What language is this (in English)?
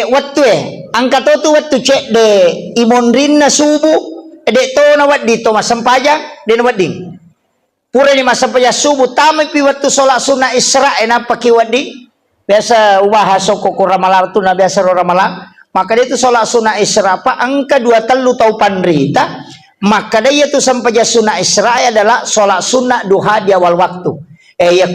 Buginese